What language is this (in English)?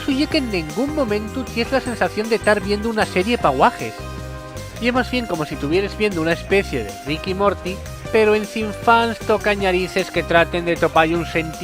Asturian